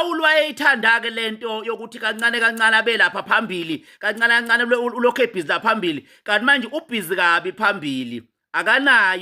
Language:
Zulu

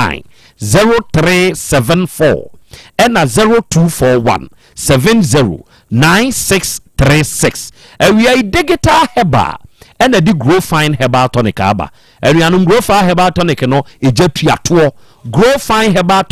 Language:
Akan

